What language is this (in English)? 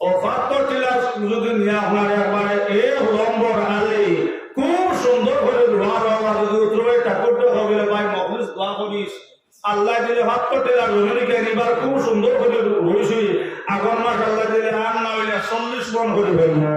Sylheti